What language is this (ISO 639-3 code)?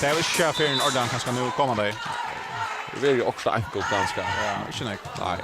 fao